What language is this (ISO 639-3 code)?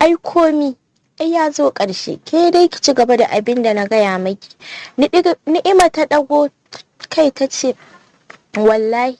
hau